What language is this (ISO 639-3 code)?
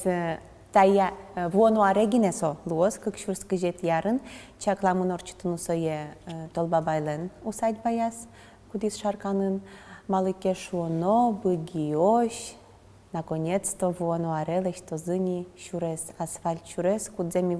udm